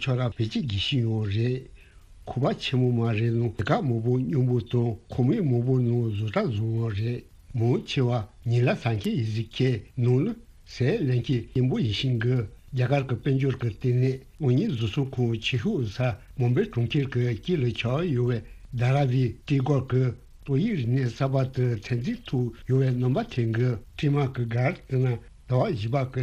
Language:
Tibetan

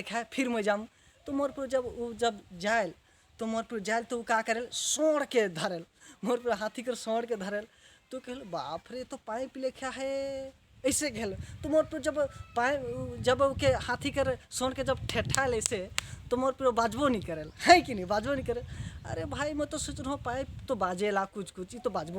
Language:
Sadri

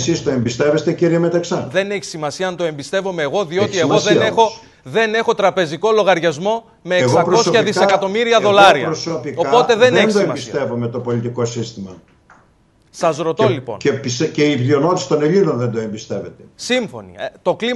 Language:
Greek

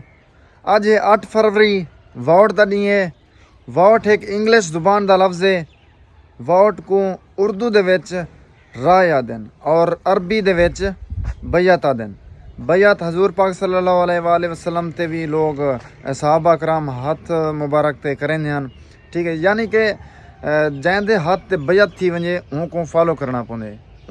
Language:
Saraiki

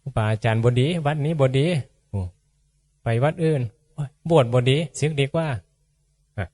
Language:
Northeastern Thai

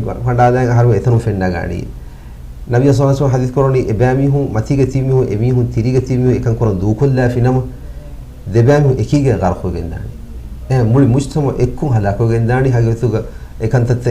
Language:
Divehi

